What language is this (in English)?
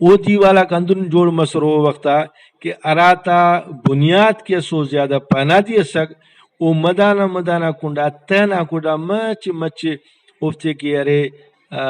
Brahui